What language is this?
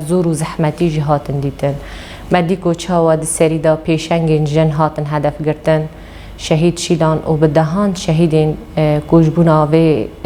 Kurdish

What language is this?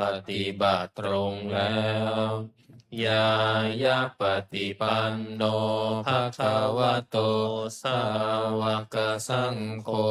Pali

